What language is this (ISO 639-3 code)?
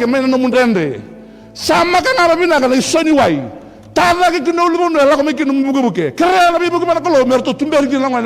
fij